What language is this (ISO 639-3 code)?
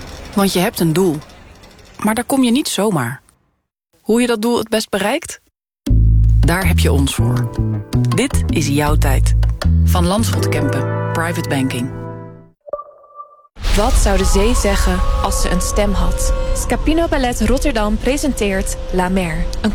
nld